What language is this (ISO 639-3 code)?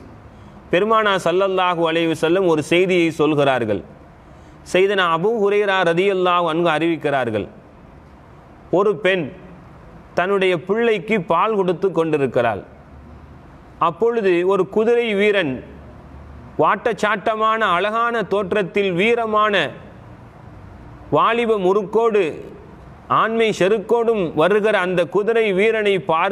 tam